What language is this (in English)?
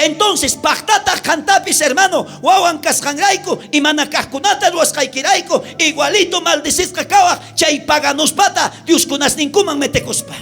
South Bolivian Quechua